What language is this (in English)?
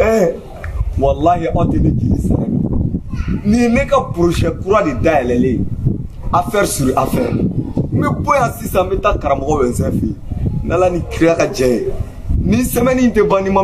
Bambara